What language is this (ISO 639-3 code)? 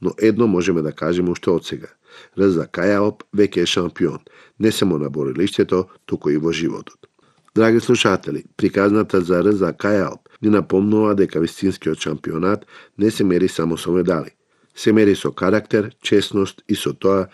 mkd